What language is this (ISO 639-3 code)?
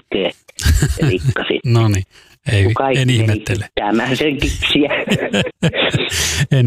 fin